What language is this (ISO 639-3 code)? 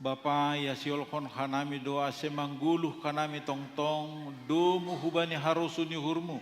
bts